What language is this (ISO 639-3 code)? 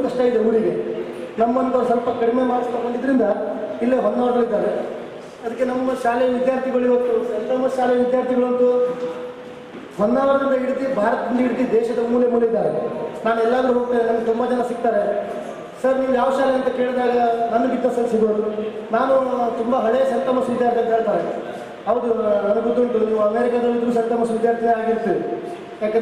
kan